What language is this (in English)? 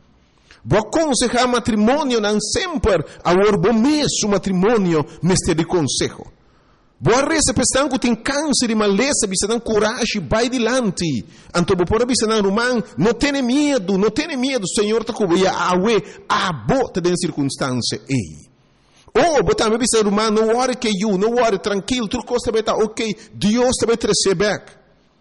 Papiamento